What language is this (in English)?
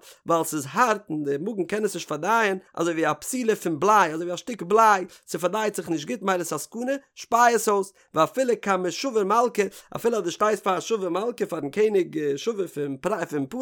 Yiddish